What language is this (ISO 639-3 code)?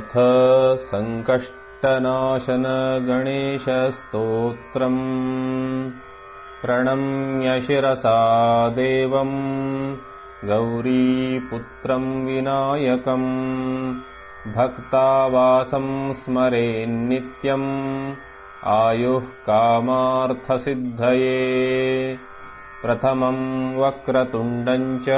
san